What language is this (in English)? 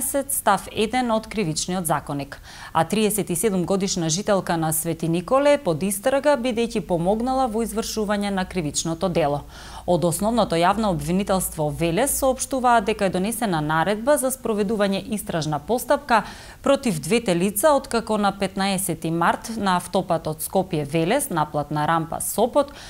Macedonian